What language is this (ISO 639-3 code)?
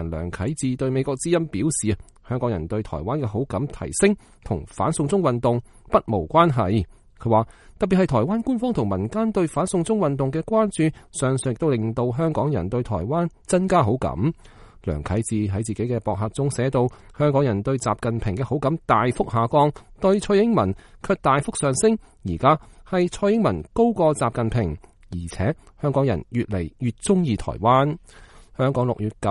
yue